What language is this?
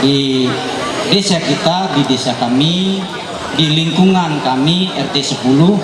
Ma'anyan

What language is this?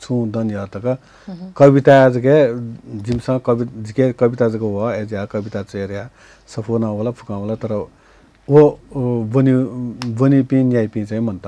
Newari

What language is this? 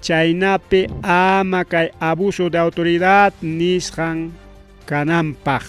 Ayacucho Quechua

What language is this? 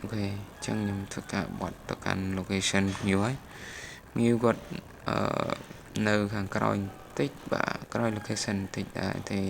Khmer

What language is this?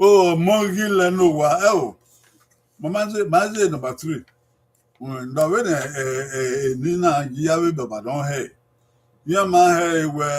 Bini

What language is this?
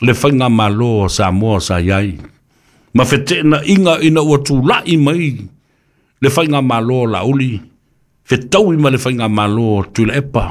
Samoan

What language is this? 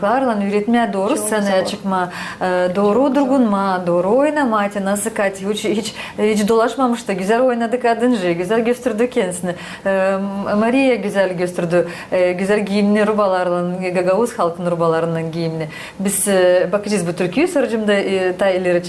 Gagauz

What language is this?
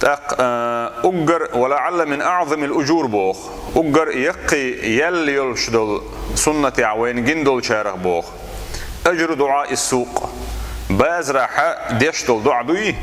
Chechen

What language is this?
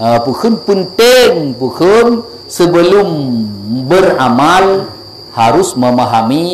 Achinese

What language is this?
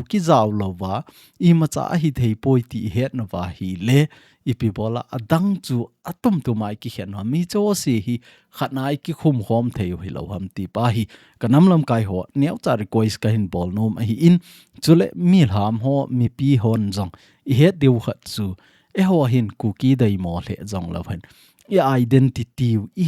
Thado Chin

